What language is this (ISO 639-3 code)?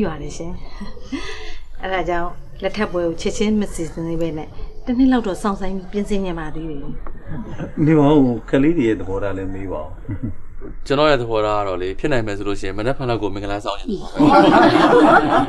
mya